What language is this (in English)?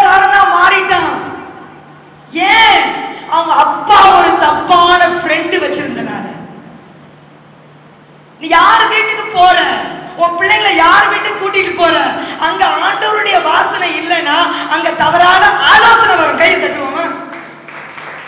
Tamil